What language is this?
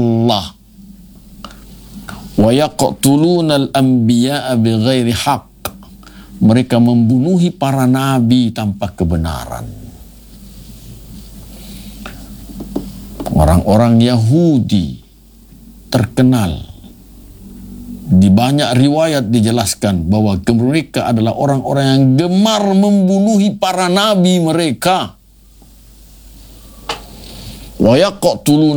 Indonesian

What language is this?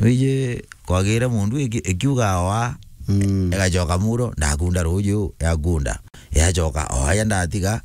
Meru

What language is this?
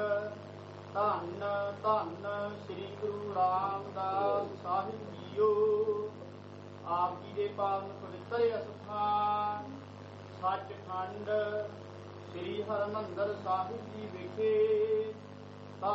Punjabi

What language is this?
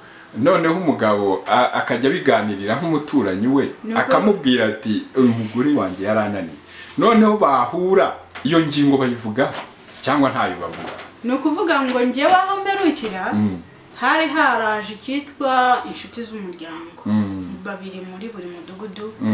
Kinyarwanda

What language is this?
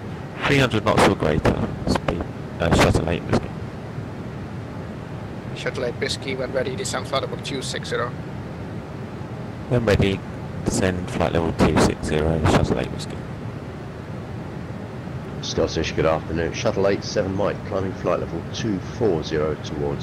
English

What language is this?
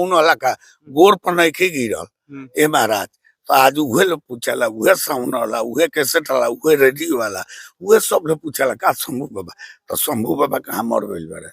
Bhojpuri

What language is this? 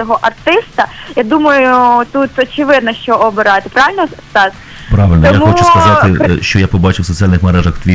Ukrainian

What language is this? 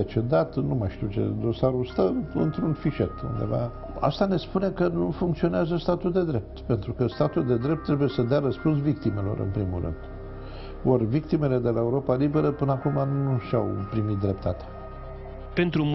Romanian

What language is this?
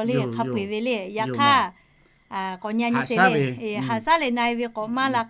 Lahu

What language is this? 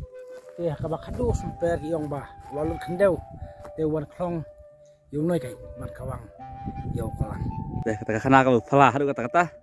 Khasi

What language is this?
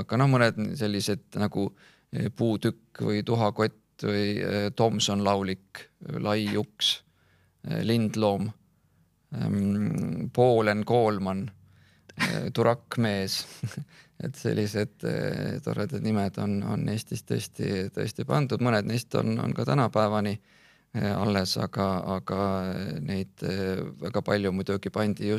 Estonian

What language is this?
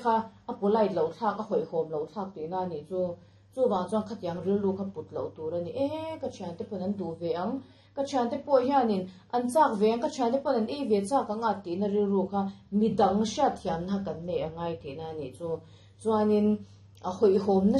Mizo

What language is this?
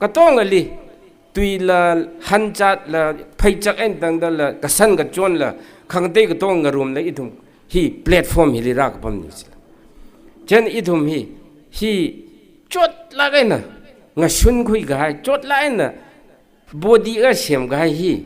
Tangkhul Naga (India)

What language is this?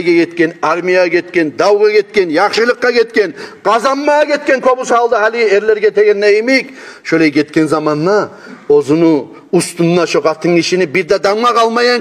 Kumyk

